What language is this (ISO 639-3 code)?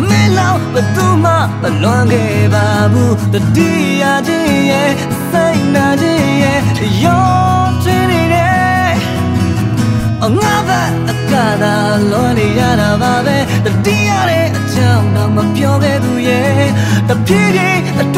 mya